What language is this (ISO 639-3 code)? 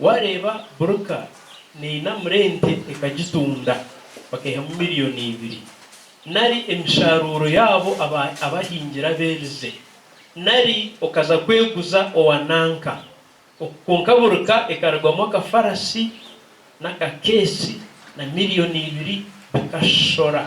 nyn